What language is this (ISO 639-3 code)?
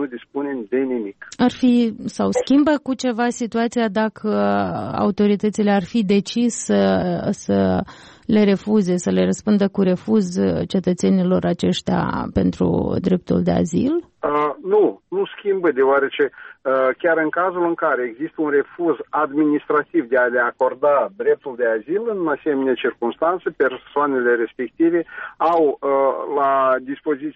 ron